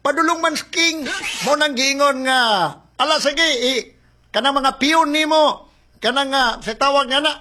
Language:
Cebuano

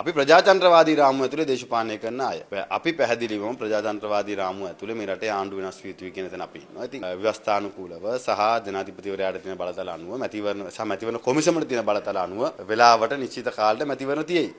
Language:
Sinhala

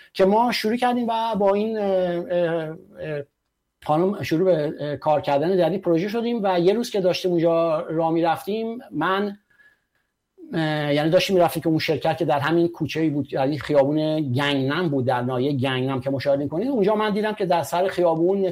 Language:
Persian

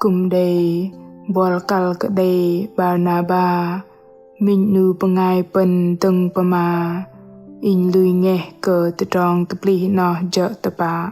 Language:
Bahnar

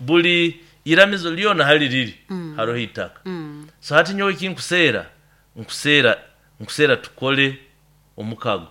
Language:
Nyoro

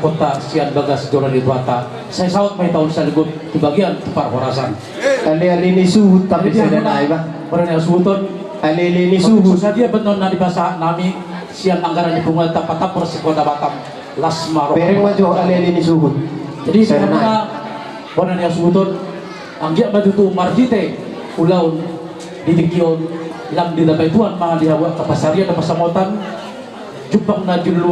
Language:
Batak Toba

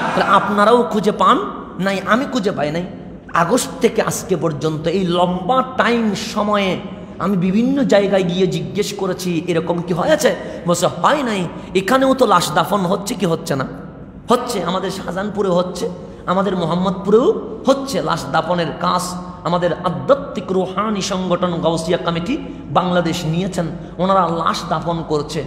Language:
Bangla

